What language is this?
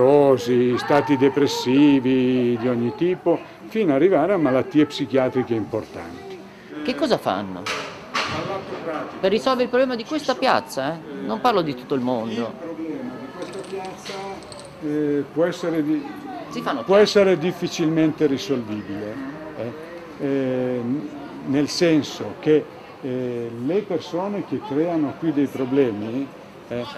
Italian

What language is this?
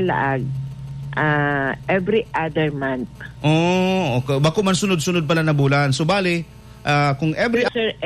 Bikol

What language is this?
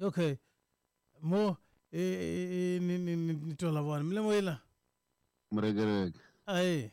Tsonga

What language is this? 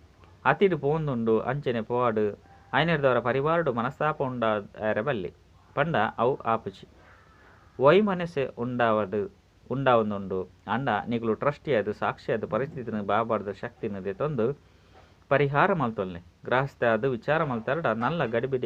Tulu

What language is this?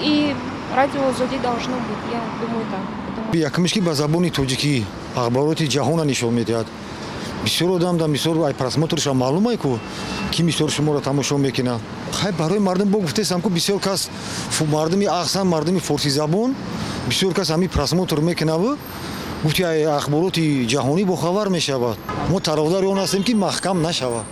Tajik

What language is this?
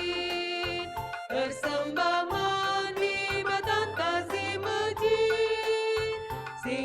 Batak Karo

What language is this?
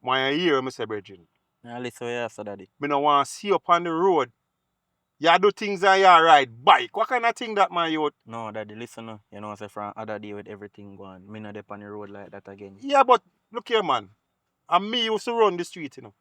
Jamaican Creole English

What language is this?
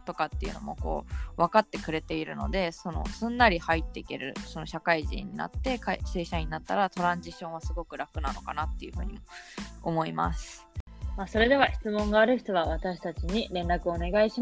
Japanese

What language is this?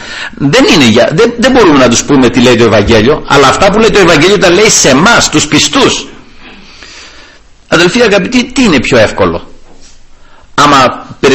Greek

